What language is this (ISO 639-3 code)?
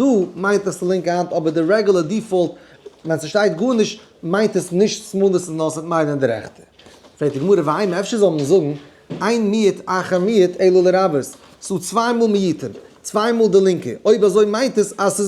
yid